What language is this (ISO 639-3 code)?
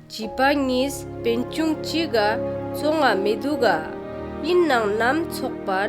lbj